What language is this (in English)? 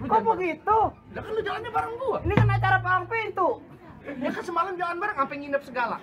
Betawi